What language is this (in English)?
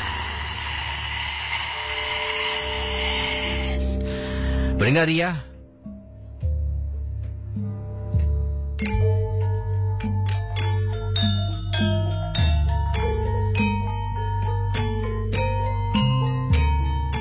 Malay